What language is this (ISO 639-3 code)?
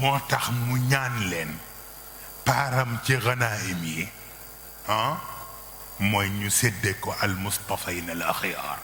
wol